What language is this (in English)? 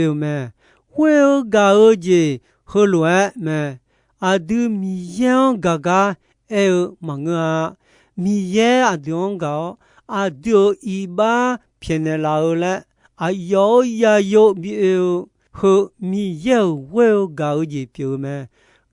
Akha